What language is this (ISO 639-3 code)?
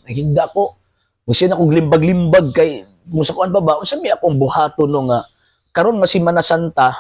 ceb